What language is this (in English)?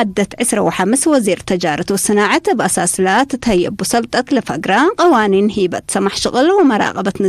Tigre